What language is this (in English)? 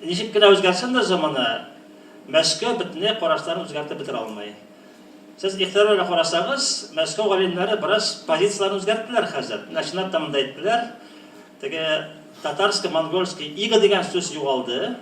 Tatar